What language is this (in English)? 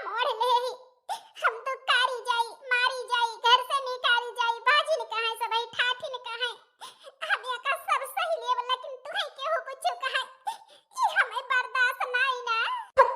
Awadhi